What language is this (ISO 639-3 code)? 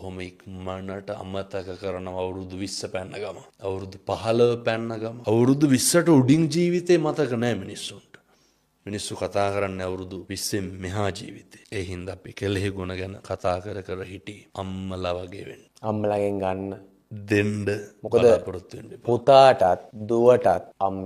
sin